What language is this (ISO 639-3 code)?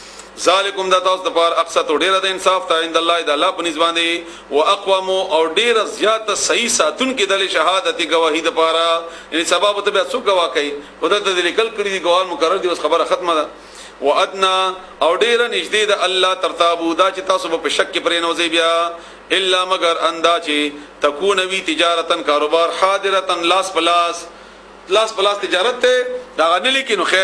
pus